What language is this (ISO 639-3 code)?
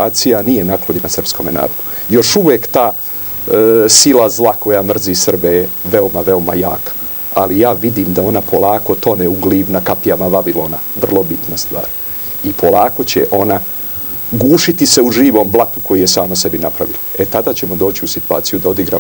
srp